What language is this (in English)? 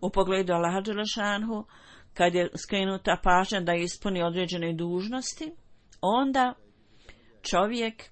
Bosnian